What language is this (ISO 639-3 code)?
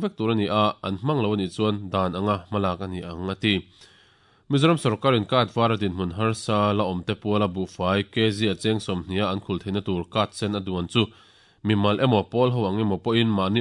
lus